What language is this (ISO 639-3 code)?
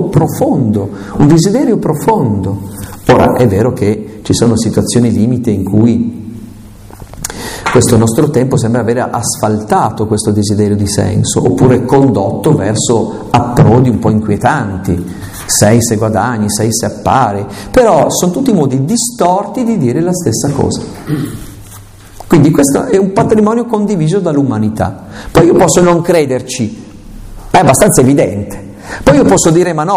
ita